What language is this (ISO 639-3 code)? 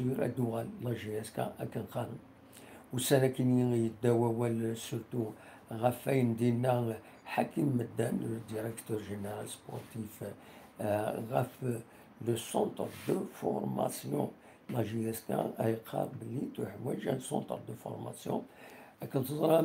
kab